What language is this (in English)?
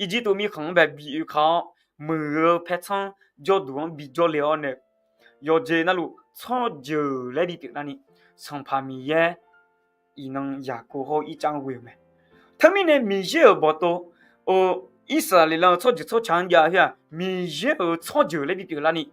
Akha